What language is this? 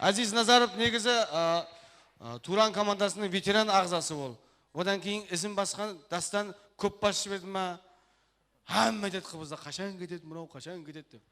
Kara-Kalpak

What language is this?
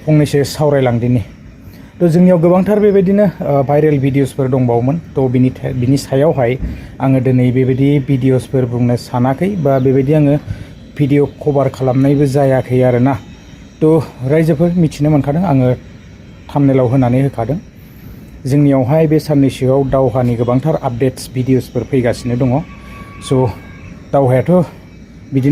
Bodo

